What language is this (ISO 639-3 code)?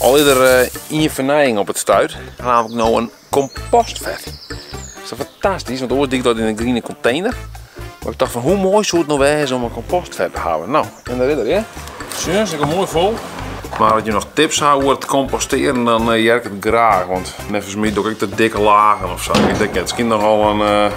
fry